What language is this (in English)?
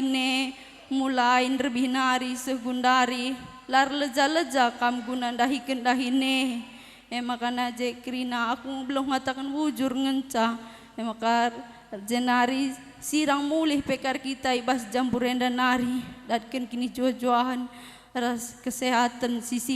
Batak Karo